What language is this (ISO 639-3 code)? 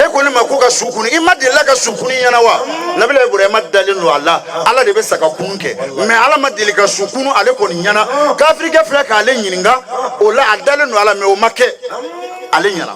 bam